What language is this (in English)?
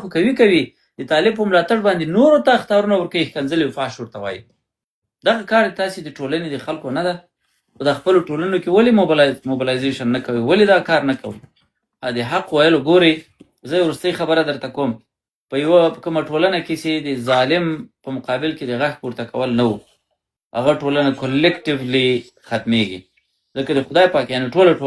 Pashto